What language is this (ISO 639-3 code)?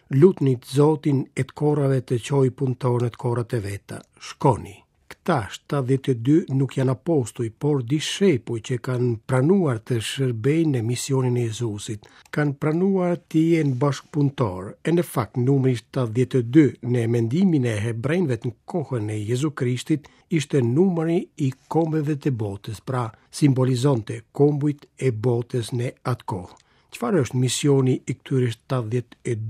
sqi